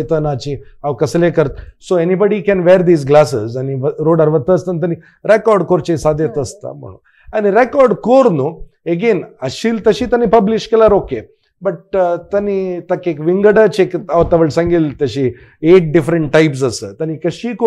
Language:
Konkani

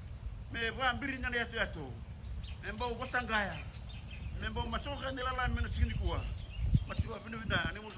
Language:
Fijian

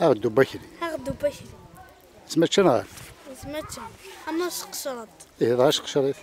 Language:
Kabyle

